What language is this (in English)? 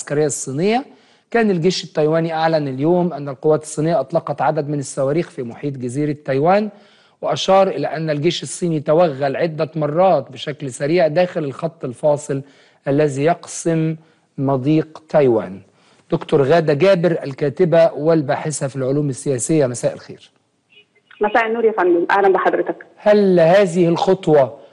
Egyptian Arabic